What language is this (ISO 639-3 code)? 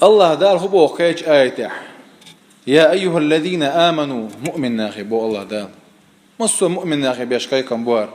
che